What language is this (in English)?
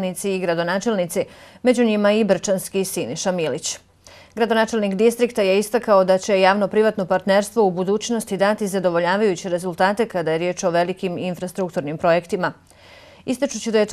Bosnian